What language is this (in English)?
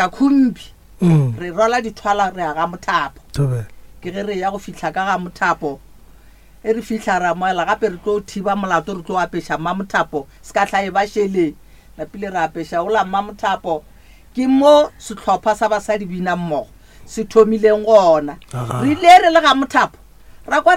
Northern Sotho